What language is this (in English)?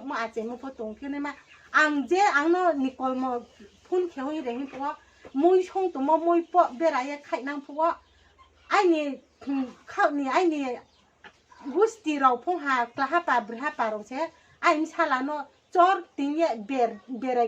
Riang (India)